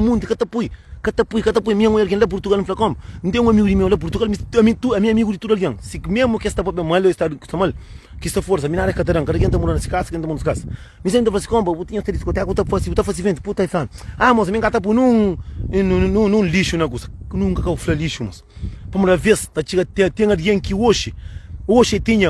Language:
Kabuverdianu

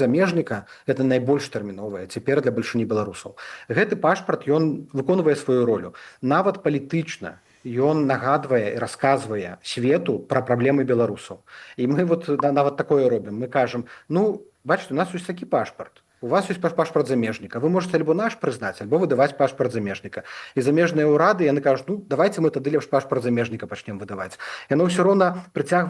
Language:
Belarusian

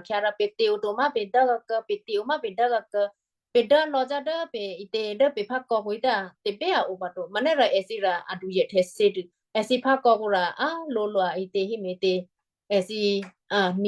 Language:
Western Kayah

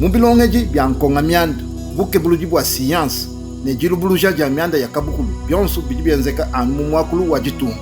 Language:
Luba-Lulua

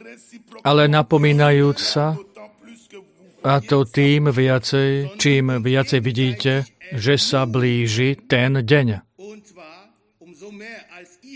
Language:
Slovak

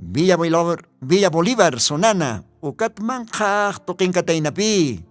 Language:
Aymara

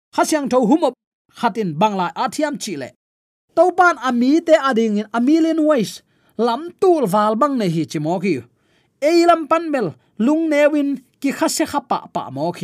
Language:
Tedim Chin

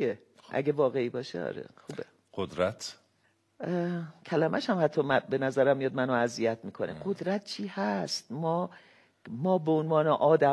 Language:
Persian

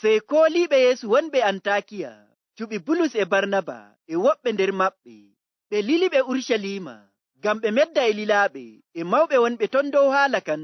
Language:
Fula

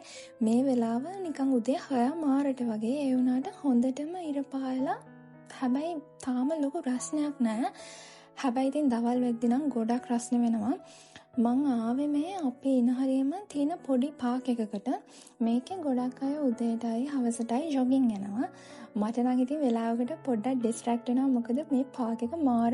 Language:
Sinhala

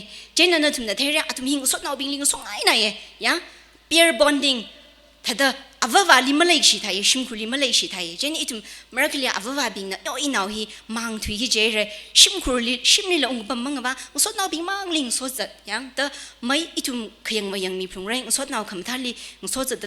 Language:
Tangkhul Naga (India)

